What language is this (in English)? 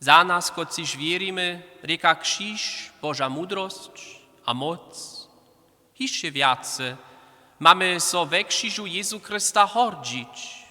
Upper Sorbian